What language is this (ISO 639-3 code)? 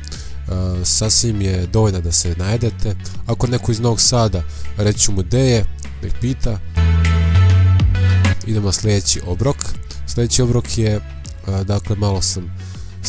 srp